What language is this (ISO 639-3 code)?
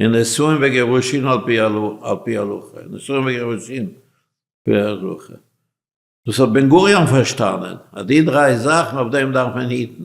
yid